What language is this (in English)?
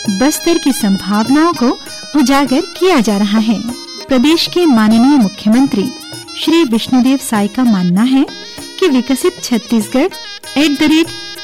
Hindi